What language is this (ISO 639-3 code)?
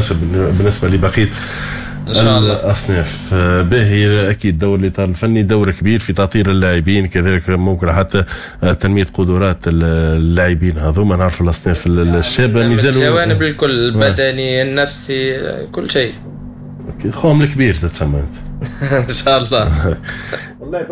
aeb